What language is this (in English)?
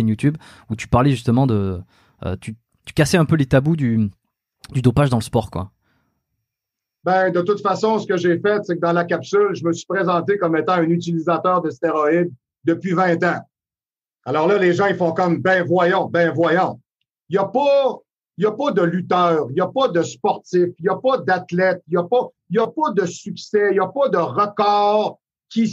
French